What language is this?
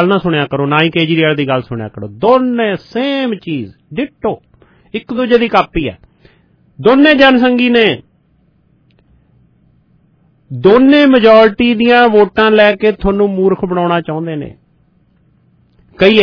Punjabi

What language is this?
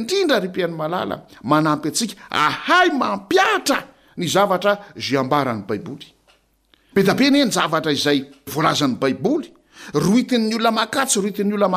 Malagasy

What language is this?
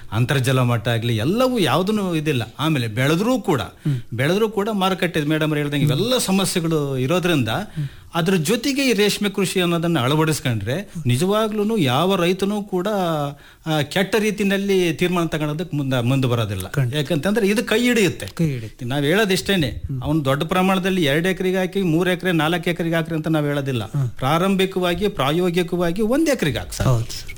Kannada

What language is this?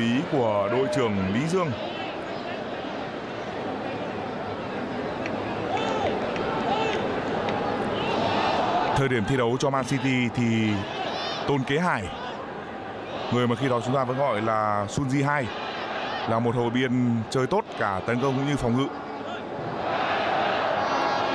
Vietnamese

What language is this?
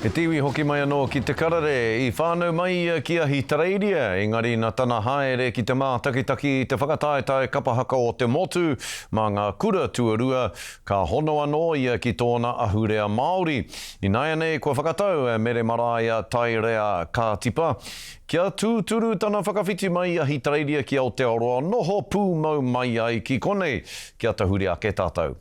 Māori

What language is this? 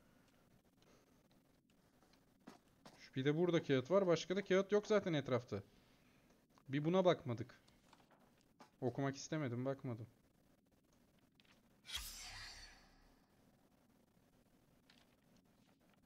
Turkish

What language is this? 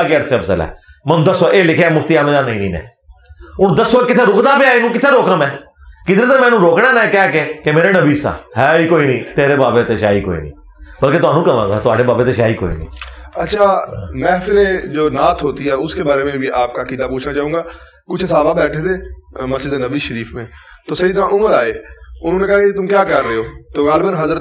Urdu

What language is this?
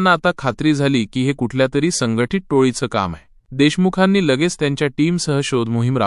Marathi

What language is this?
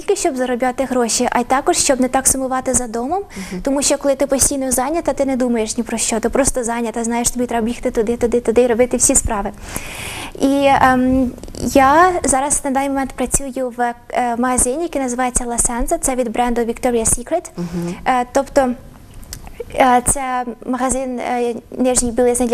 Ukrainian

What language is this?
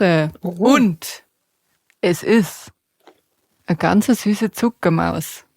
Bavarian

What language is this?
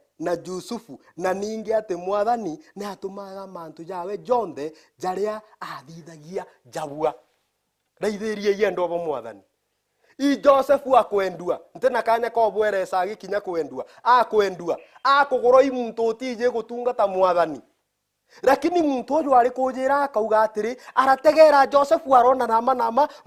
Meru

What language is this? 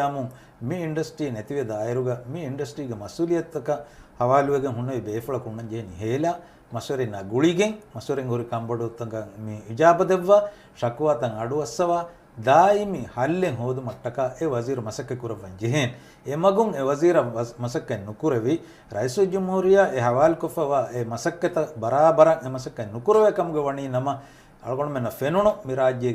Divehi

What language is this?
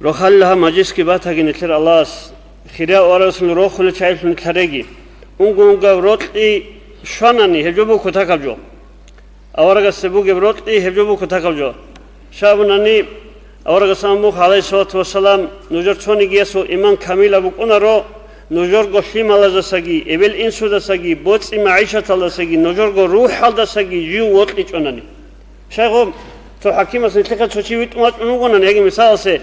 Avaric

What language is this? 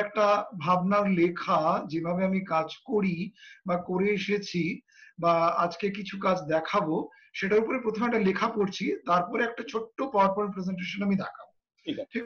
Bangla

